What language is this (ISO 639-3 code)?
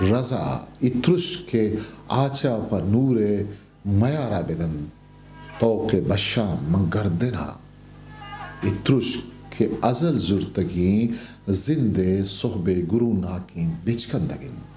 bgp